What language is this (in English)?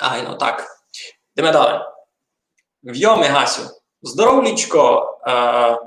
Rusyn